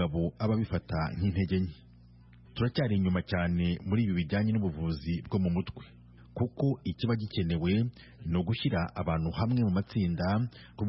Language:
Kinyarwanda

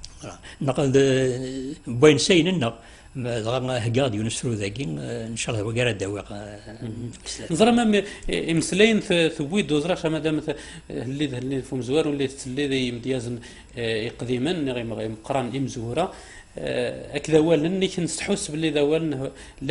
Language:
Kabyle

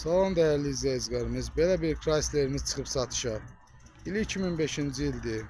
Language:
Azerbaijani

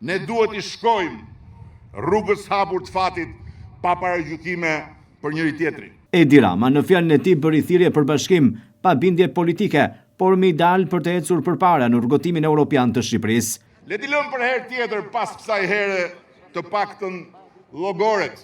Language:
Albanian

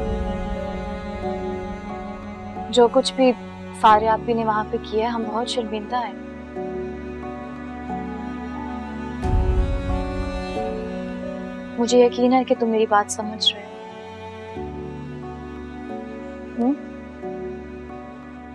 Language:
Hindi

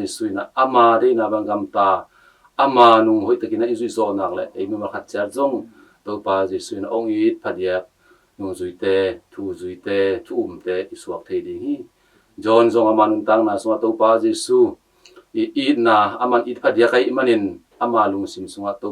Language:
Tedim Chin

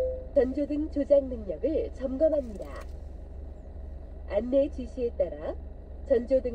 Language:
Korean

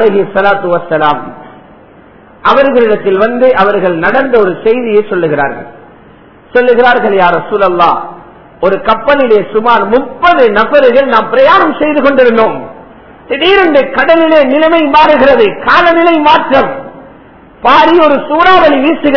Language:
Tamil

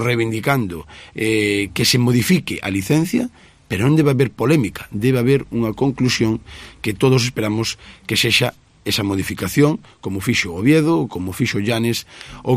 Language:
Galician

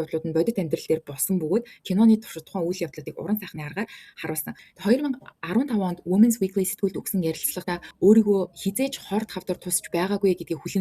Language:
Mongolian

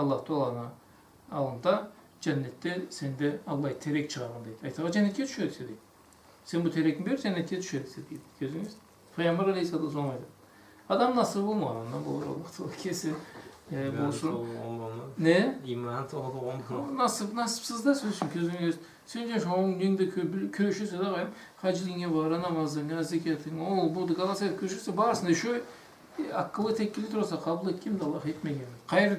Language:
Karachay-Balkar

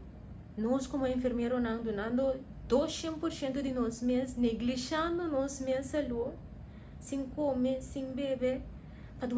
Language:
Papiamento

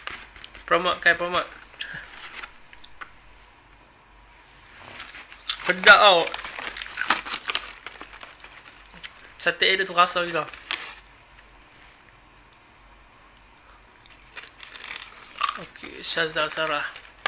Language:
Malay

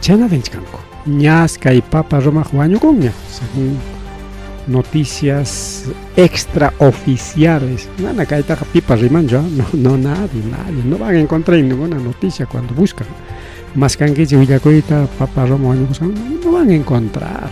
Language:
Ayacucho Quechua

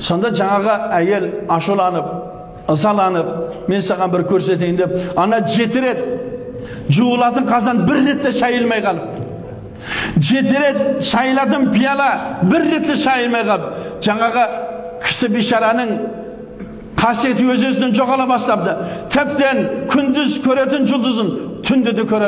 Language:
Kazakh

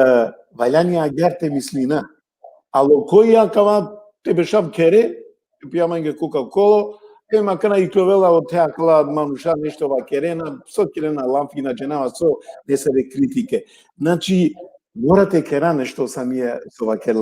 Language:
Balkan Romani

